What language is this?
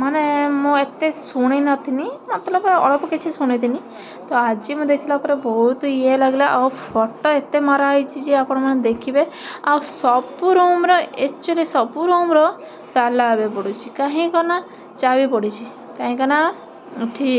Odia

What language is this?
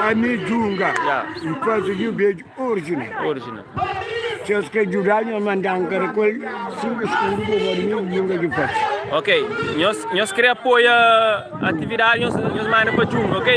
Kabuverdianu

